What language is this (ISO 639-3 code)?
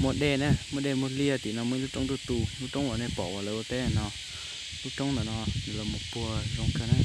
hmn